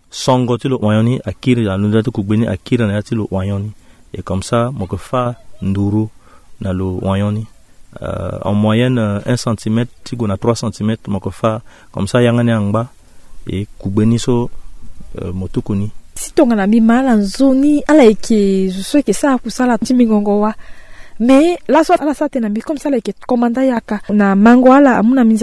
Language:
Sango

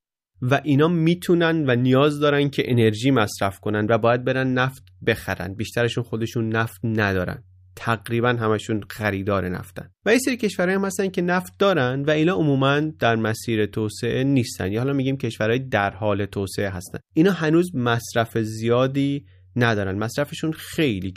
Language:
Persian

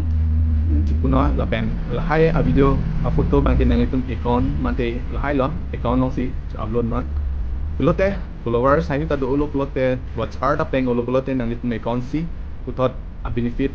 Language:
Karbi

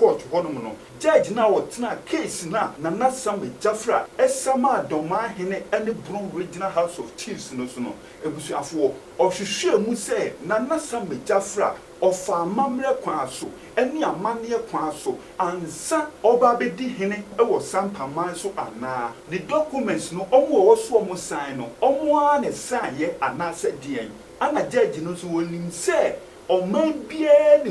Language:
Akan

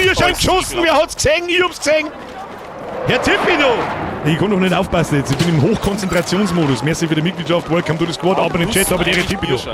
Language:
Bavarian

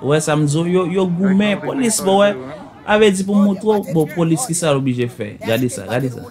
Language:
Haitian Creole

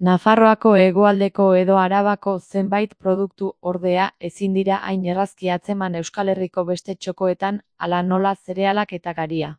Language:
Basque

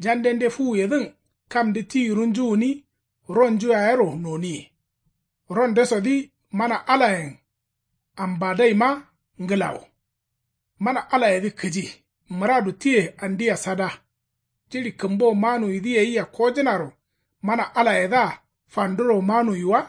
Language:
Kanuri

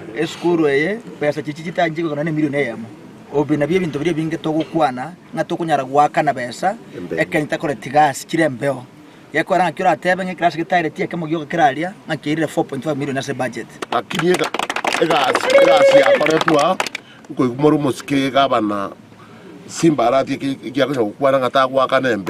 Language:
Gusii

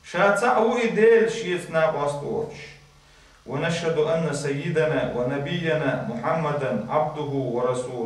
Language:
Chechen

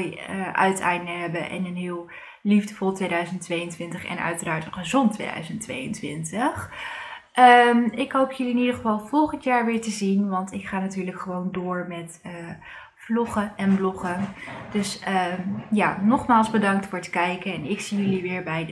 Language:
Dutch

